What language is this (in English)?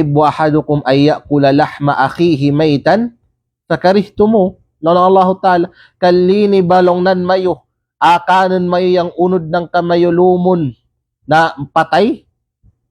Kalagan